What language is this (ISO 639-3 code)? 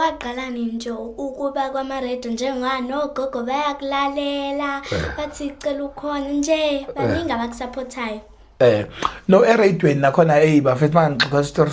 zul